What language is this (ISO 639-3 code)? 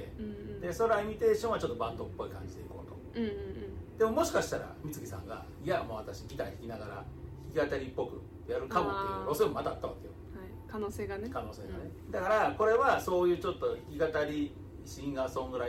jpn